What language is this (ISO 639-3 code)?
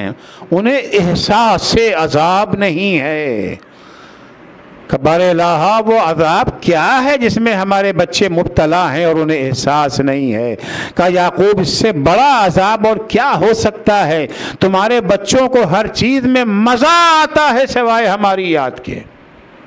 urd